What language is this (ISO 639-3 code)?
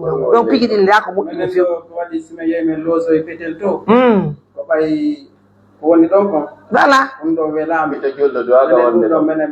fuf